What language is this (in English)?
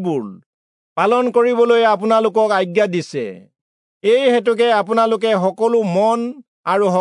Assamese